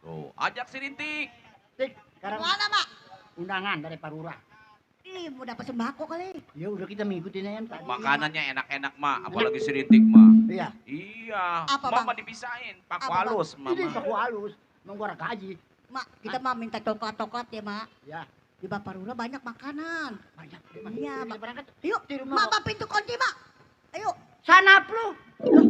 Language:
Betawi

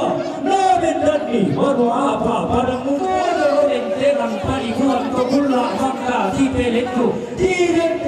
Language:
Toraja-Sa'dan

